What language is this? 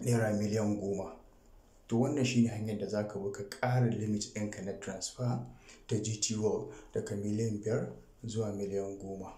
Hausa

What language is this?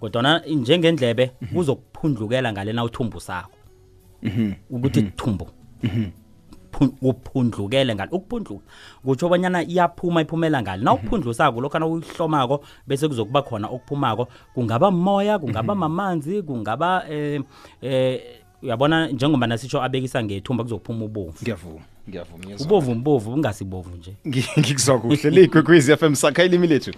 South Ndebele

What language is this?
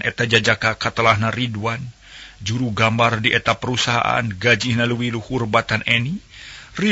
Sundanese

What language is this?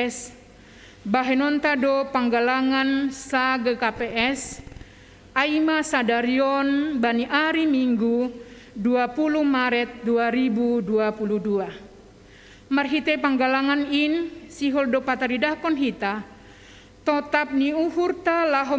Batak Simalungun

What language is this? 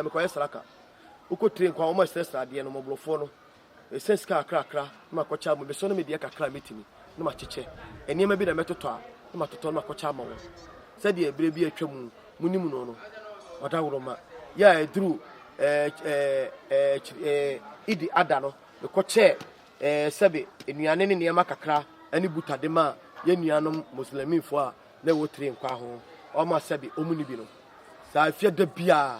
Akan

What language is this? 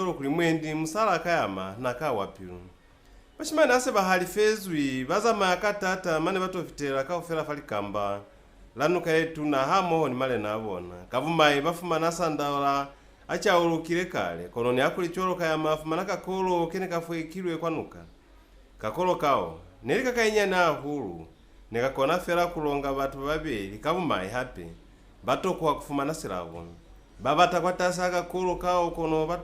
Lozi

